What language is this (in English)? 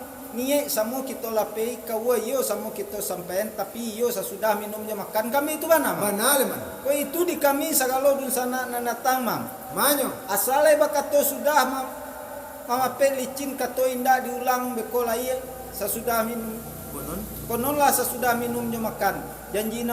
Minangkabau